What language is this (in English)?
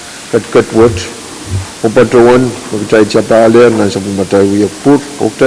Pohnpeian